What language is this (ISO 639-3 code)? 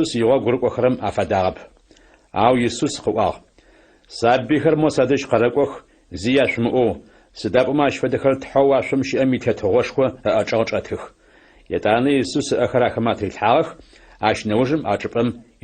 ady